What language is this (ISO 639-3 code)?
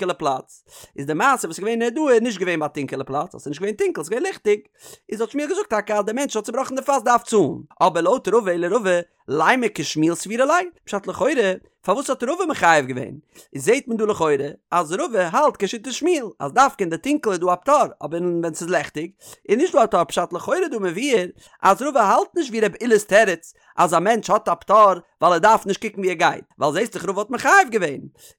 yid